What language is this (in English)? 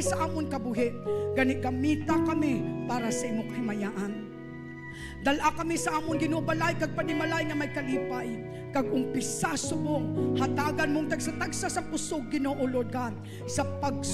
Hiligaynon